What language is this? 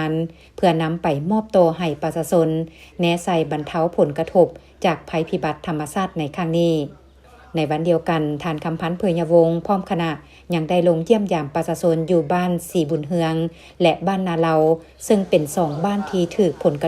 Lao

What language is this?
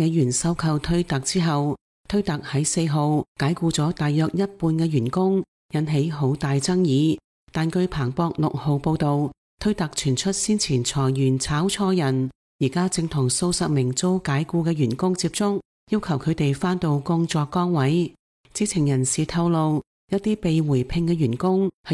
Cantonese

